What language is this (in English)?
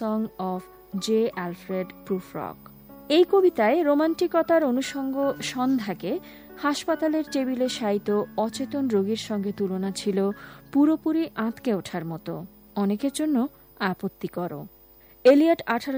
Bangla